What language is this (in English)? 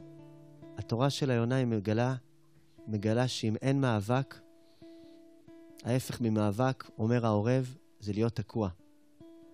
Hebrew